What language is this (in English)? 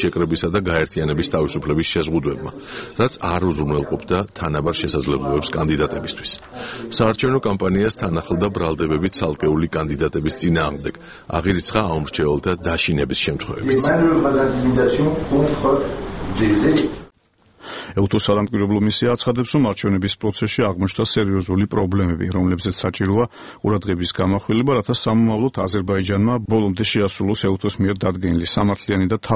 Georgian